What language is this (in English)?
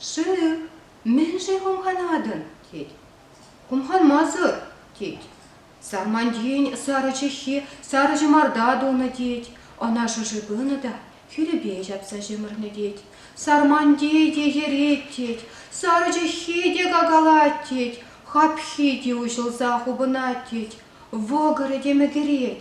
Chuvash